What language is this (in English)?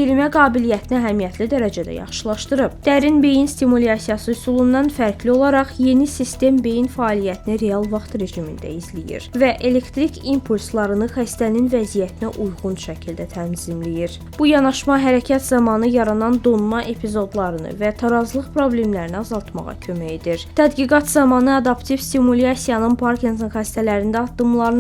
Azerbaijani